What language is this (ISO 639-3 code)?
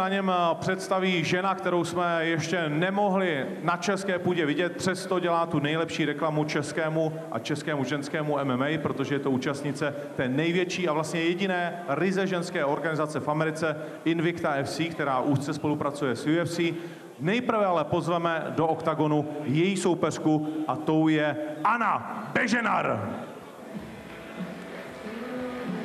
ces